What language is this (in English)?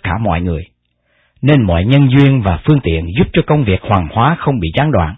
Vietnamese